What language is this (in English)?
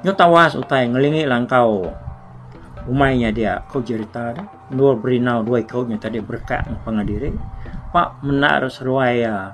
Iban